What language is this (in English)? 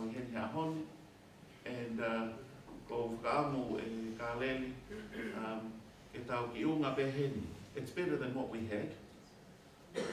Tongan